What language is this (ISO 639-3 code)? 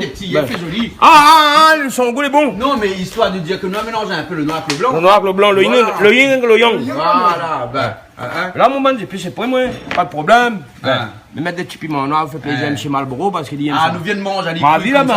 rcf